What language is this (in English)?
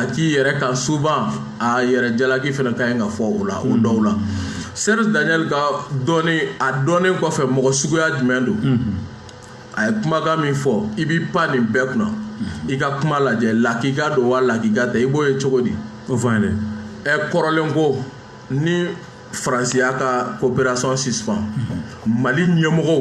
Bambara